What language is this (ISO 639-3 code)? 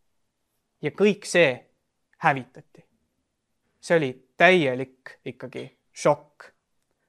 est